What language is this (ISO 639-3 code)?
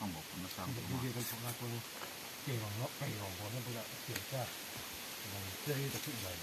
lus